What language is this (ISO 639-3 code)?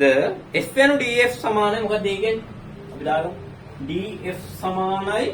sin